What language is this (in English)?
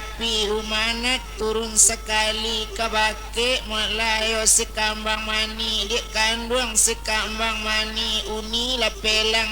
Minangkabau